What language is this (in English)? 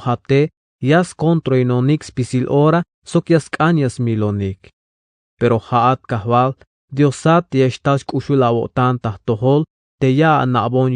Tzeltal